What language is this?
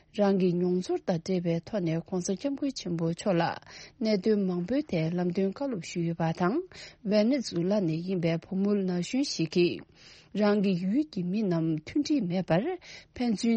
Tibetan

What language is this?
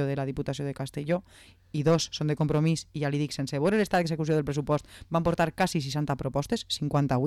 Catalan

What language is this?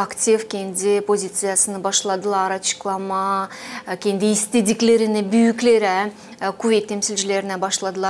Gagauz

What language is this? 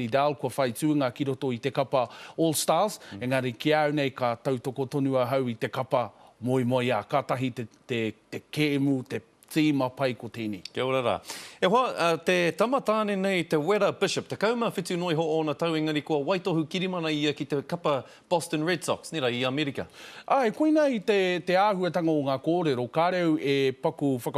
Māori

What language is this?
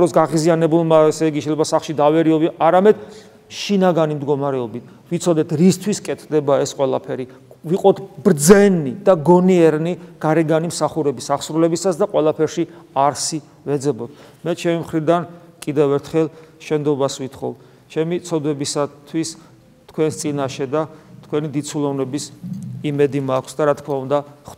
Georgian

